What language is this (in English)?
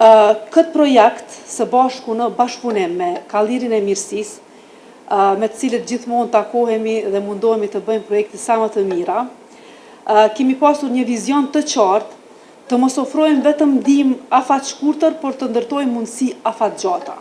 Albanian